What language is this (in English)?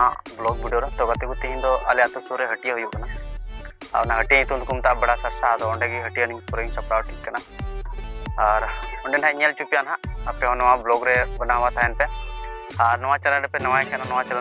Santali